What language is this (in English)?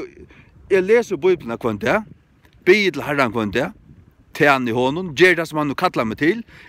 Faroese